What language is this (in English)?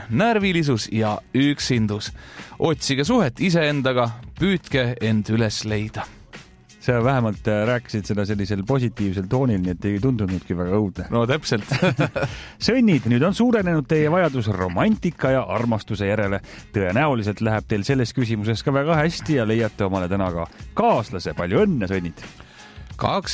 Estonian